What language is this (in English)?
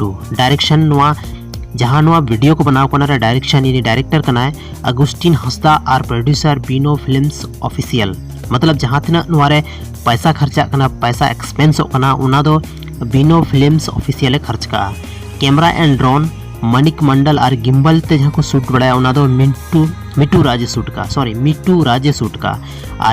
Santali